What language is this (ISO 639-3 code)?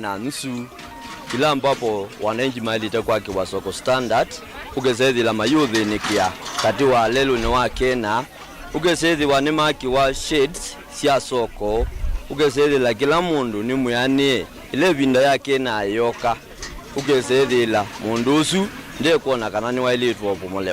kam